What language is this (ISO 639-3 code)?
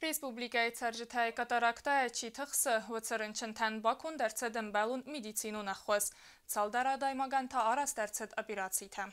oss